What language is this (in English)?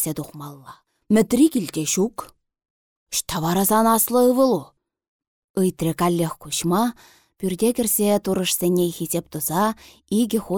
Chuvash